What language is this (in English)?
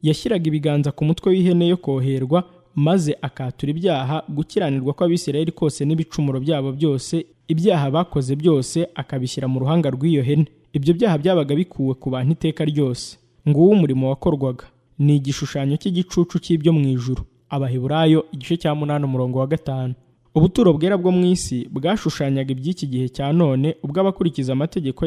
Kinyarwanda